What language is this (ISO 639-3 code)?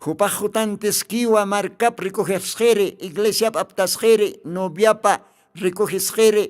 aym